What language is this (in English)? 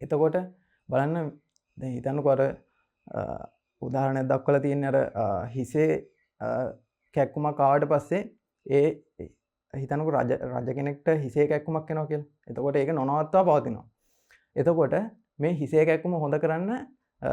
Sinhala